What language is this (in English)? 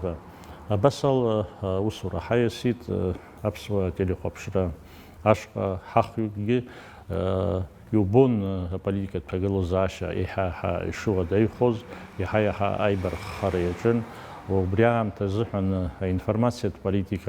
Abkhazian